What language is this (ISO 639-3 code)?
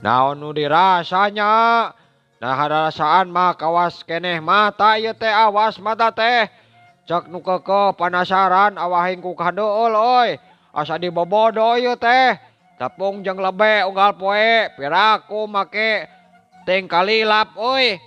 sun